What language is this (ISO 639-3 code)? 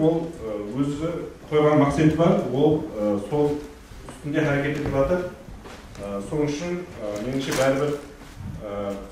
kaa